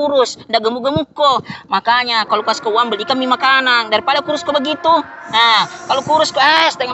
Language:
Makassar Malay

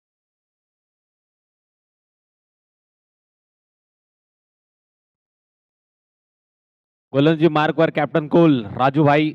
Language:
Marathi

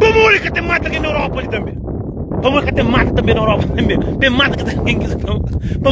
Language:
Kabuverdianu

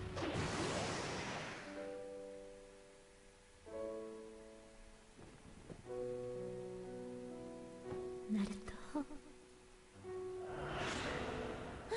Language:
Japanese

